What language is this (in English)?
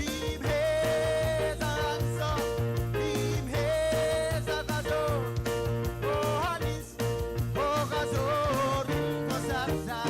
Marshallese